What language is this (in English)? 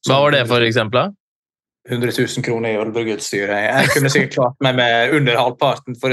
Norwegian